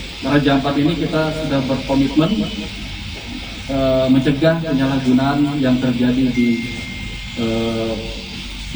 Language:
Indonesian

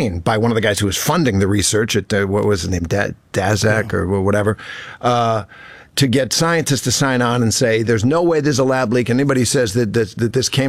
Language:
English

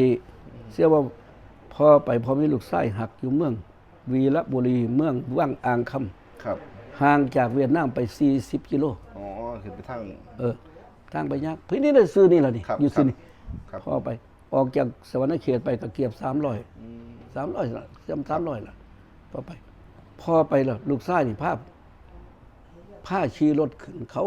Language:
Northeastern Thai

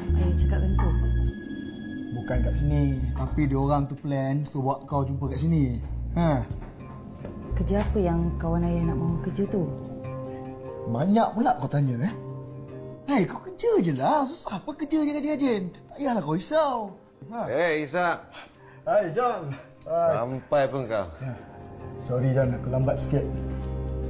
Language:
Malay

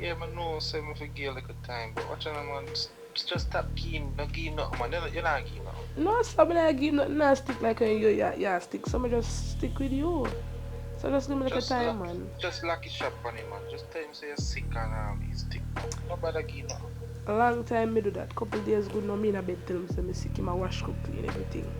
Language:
Jamaican Creole English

